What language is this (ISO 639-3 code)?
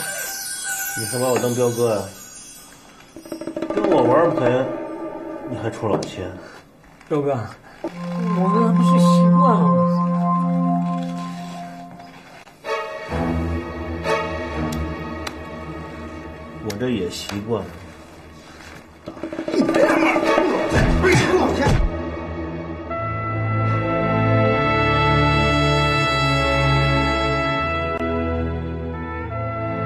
zho